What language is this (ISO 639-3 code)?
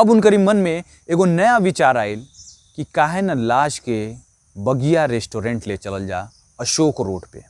bho